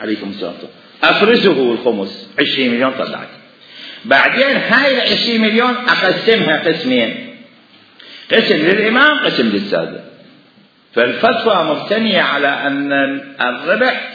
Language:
Mesopotamian Arabic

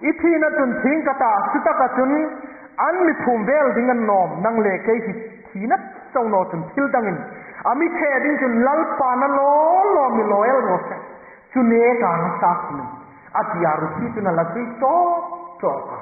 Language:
Hmar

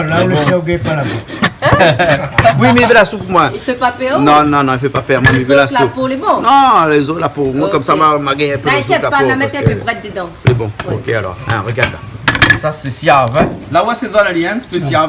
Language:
Réunion Creole French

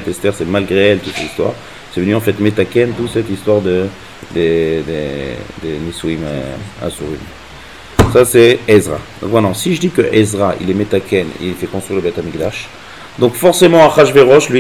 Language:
French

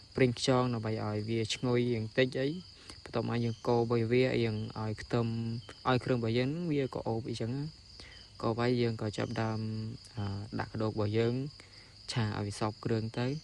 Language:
Khmer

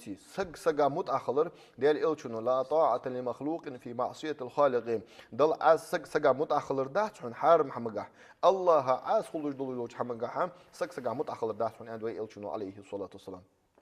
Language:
Ingush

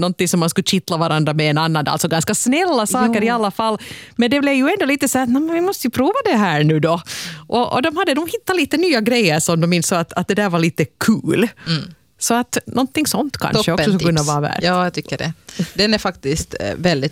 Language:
Swedish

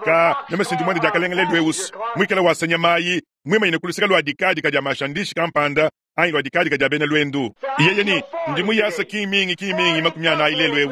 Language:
Luba-Lulua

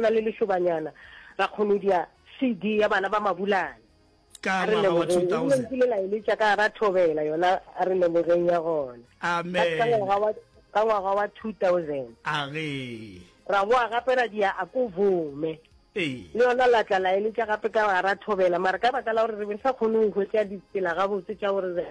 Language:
Northern Sotho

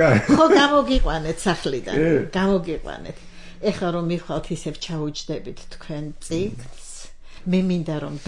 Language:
Georgian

